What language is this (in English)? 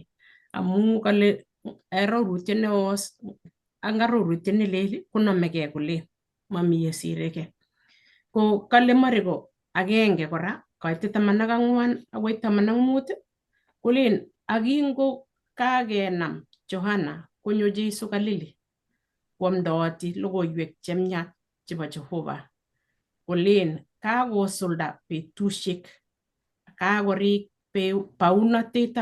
Kalenjin